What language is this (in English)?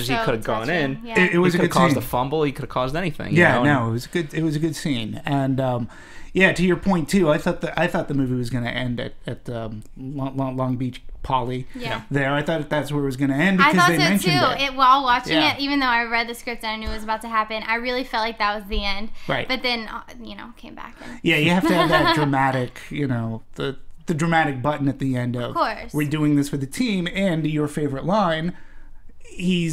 English